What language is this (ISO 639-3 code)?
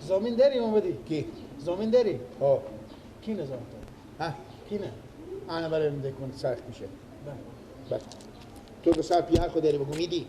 fas